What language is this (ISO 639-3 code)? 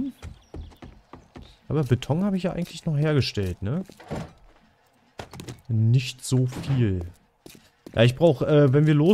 deu